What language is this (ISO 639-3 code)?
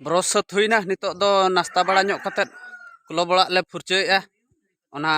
sat